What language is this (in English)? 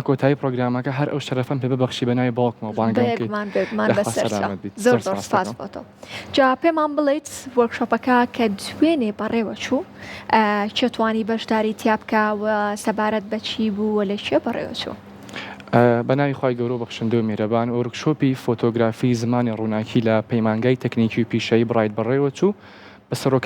Central Kurdish